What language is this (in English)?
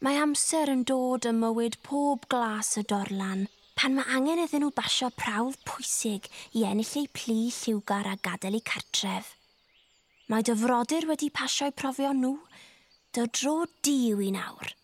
Welsh